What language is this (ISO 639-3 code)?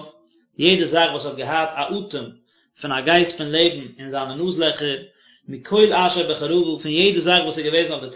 yid